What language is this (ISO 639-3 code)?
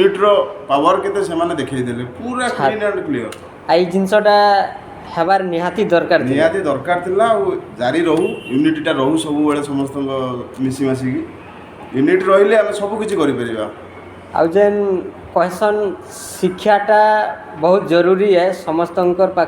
ori